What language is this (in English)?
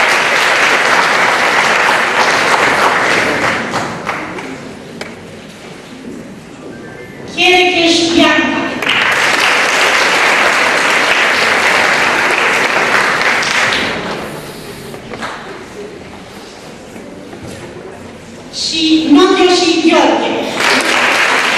Romanian